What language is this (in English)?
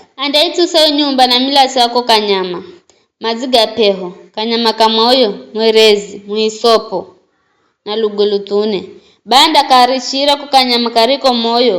Giryama